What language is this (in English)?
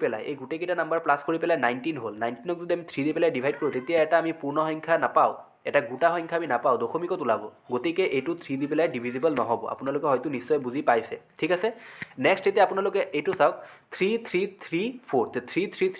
Assamese